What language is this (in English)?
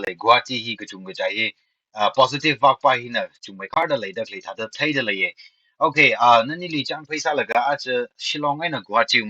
Tangkhul Naga (India)